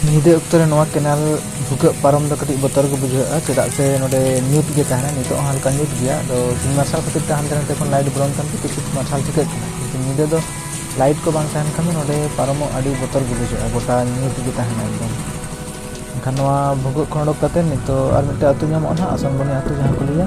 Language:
Santali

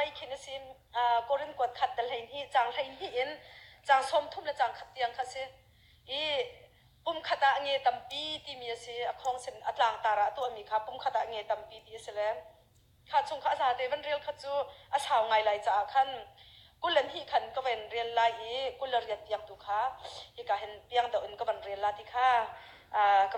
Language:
Hakha Chin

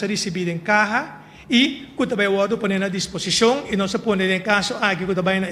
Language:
Papiamento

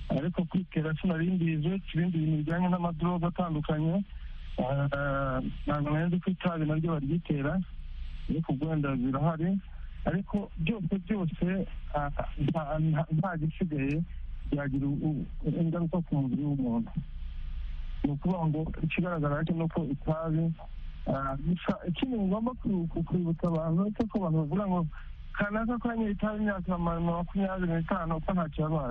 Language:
Kinyarwanda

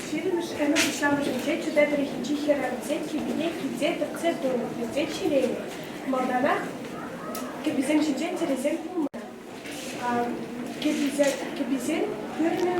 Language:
Chuvash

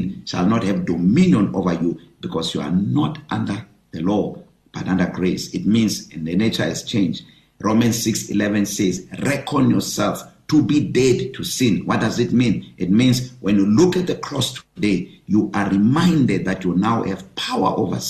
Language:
English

